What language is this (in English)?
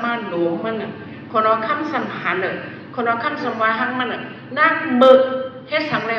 Shan